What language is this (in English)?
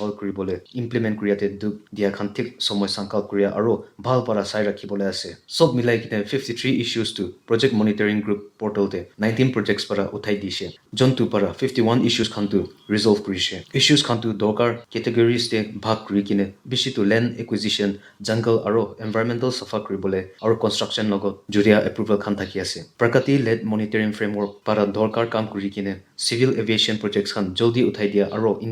Naga Pidgin